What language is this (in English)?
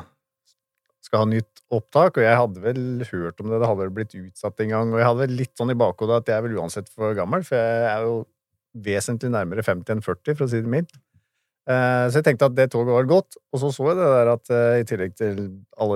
Norwegian